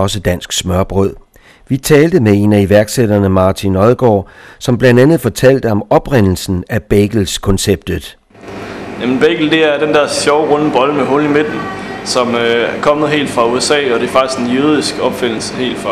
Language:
Danish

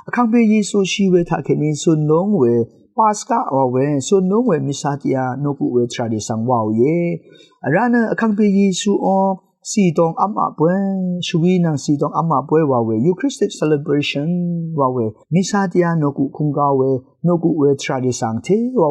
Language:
Rawang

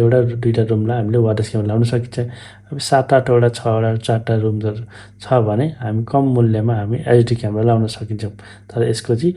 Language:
Nepali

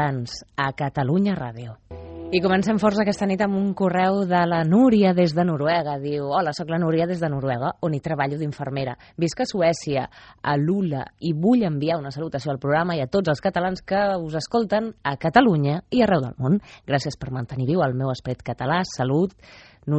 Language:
Catalan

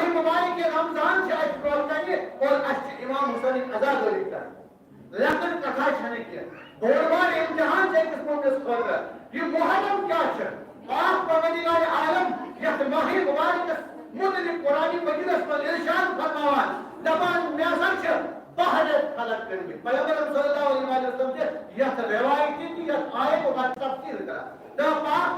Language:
Kashmiri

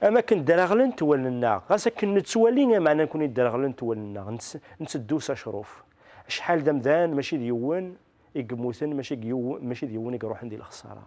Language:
Kabyle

